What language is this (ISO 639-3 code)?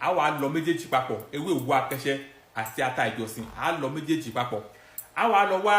yor